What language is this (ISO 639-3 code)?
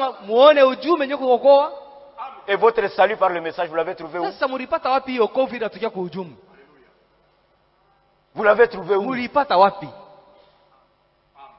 swa